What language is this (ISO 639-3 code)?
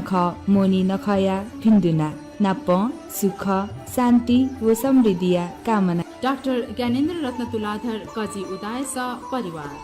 new